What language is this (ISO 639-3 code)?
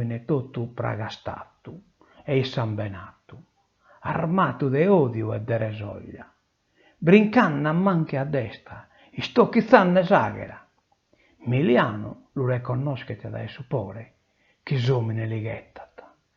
srd